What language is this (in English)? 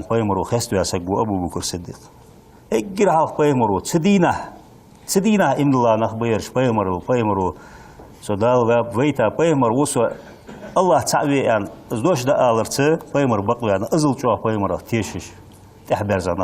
Ingush